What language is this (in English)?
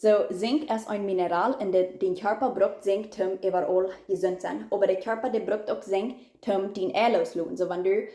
Plautdietsch